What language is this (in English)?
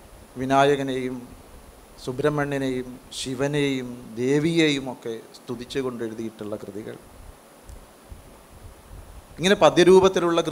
Malayalam